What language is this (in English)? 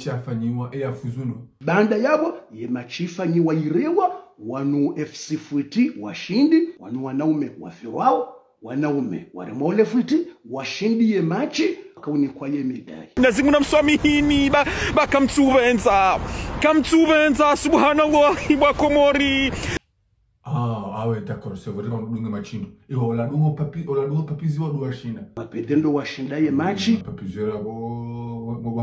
Ngazidja Comorian